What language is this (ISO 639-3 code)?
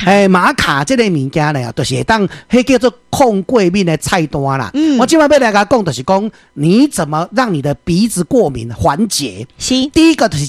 nan